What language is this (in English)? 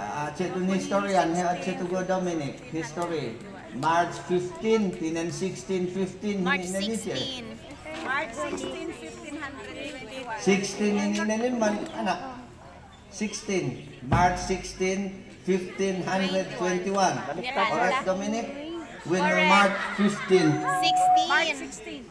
Mayoyao Ifugao